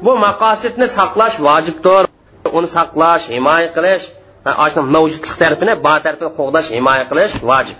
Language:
Uyghur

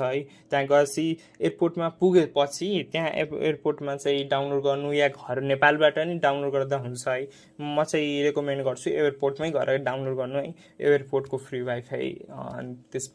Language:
Nepali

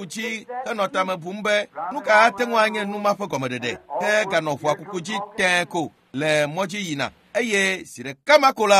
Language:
Ewe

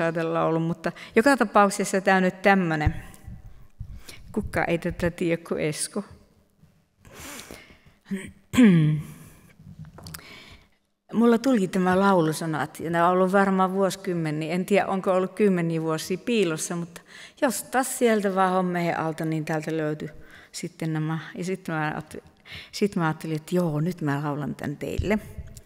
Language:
Finnish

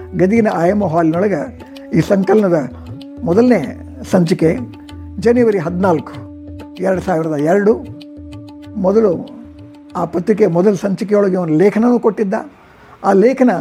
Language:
Kannada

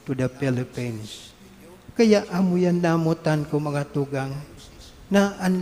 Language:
Bikol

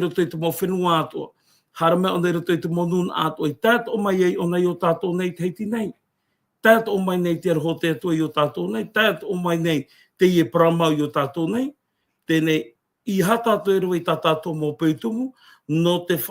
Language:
Tahitian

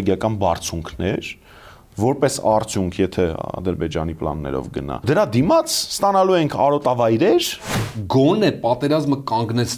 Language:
Armenian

